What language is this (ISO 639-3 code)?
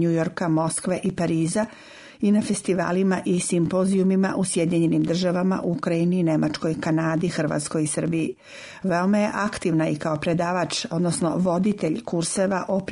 srp